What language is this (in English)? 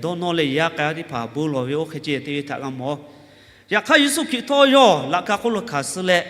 Lahu